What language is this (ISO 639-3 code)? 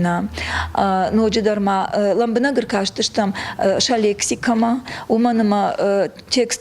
oss